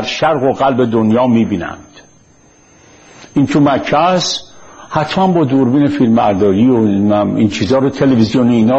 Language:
Persian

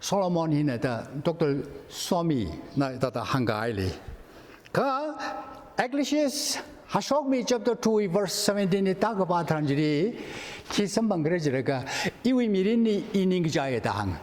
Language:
Tangkhul Naga (India)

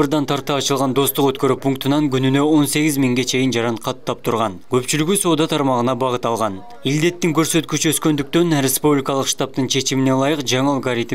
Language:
Kyrgyz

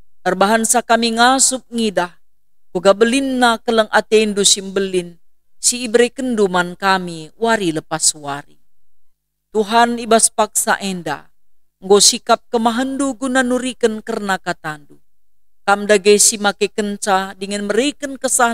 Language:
Batak Karo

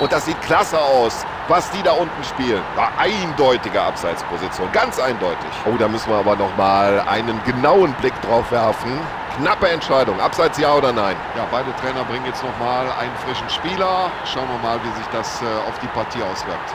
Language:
Bavarian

